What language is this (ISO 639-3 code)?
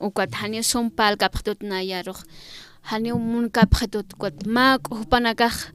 aym